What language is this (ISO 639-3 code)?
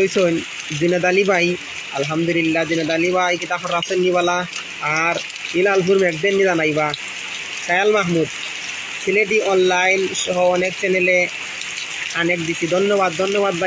syl